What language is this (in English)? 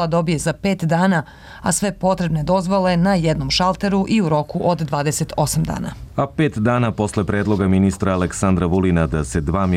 Serbian